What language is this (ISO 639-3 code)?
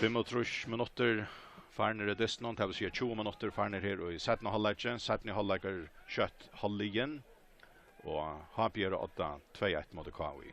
fao